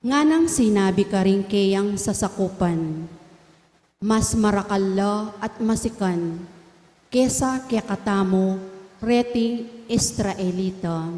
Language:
Pampanga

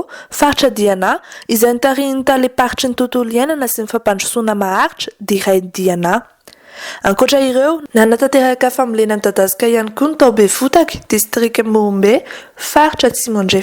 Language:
Malagasy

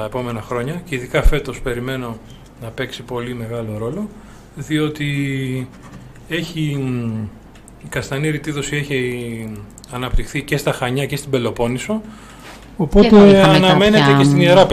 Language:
Greek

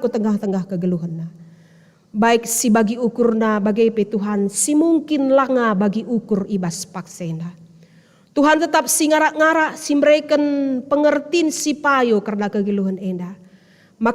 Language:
Batak Karo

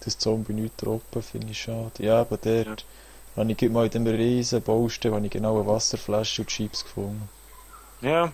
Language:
Swiss German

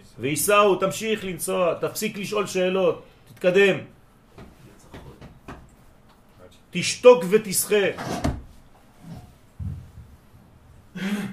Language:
Hebrew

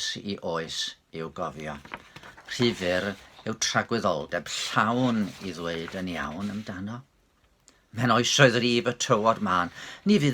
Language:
Welsh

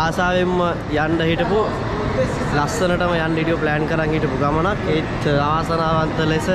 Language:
Sinhala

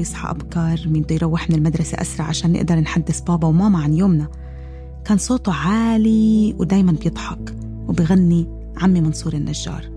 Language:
North Levantine Arabic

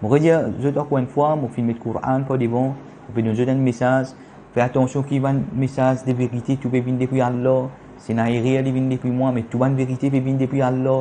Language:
Morisyen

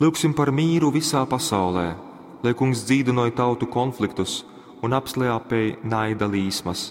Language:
Latgalian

